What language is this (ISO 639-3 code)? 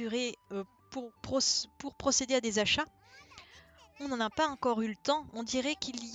fra